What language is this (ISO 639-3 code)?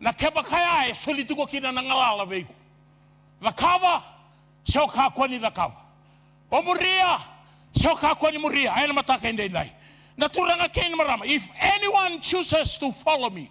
fij